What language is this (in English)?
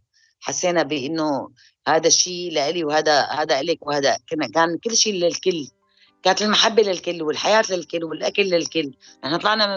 North Levantine Arabic